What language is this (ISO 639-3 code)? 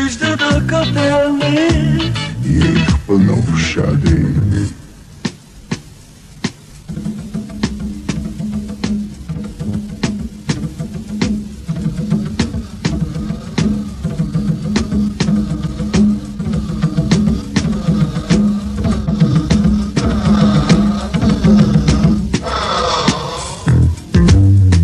ces